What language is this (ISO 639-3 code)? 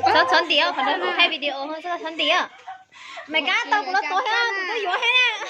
hmn